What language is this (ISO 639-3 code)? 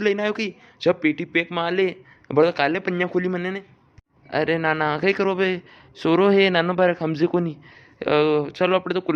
raj